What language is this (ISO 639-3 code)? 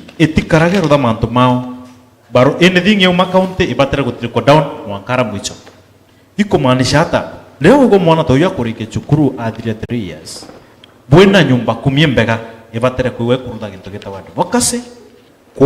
mer